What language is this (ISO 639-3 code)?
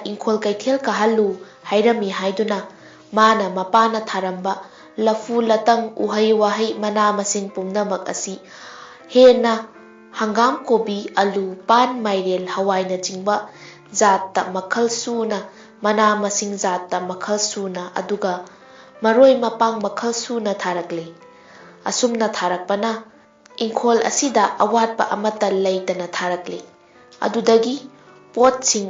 mni